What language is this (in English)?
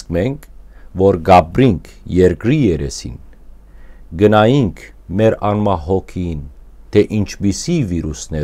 Western Armenian